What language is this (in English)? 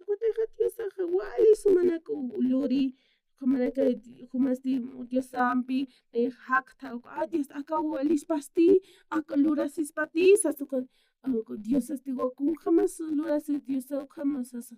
Aymara